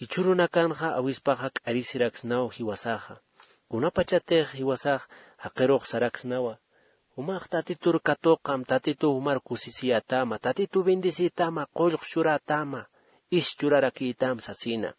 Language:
Aymara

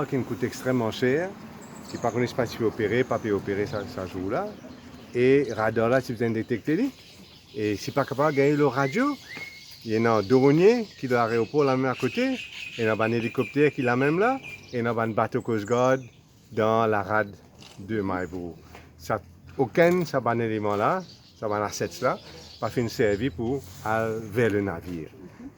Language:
Morisyen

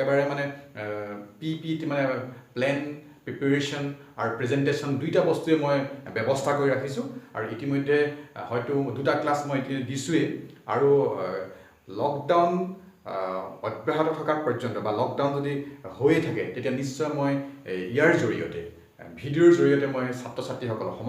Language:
Assamese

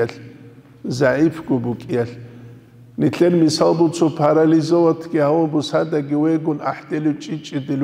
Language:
Avaric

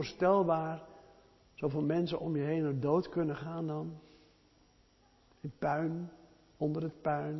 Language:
Dutch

